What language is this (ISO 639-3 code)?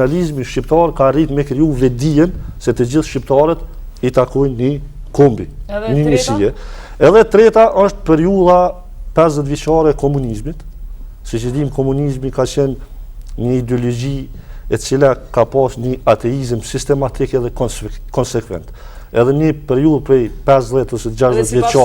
sqi